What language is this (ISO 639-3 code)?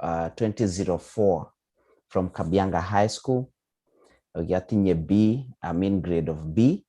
kln